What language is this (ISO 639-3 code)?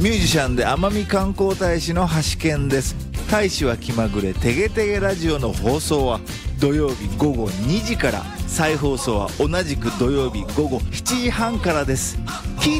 jpn